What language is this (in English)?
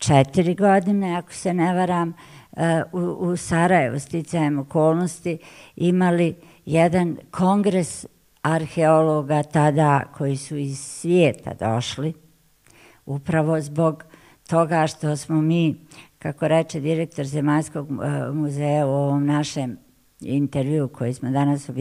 Bosnian